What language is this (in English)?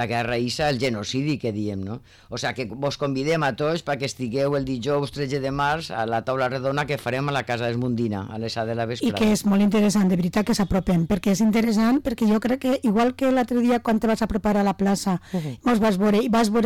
Catalan